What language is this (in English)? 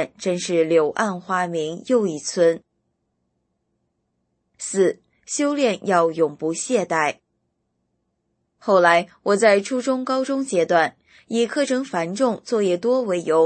Chinese